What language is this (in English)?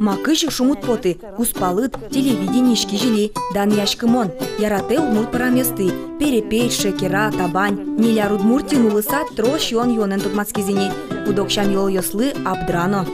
Udmurt